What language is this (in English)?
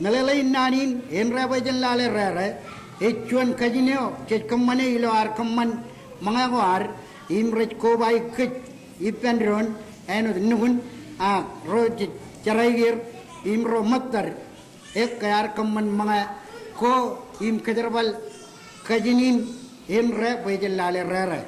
Marshallese